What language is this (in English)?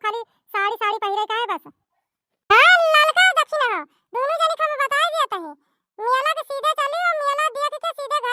Awadhi